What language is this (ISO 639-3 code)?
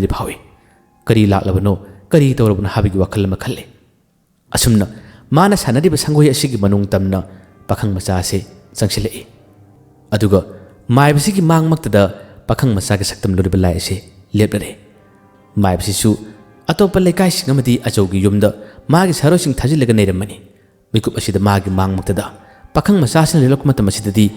mni